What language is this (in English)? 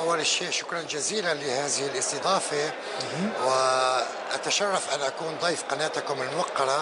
Kurdish